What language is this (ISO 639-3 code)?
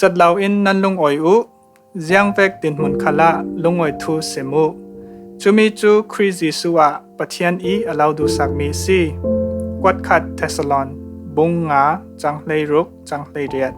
cfm